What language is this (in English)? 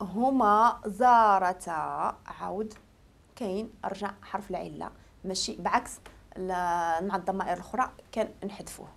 Moroccan Arabic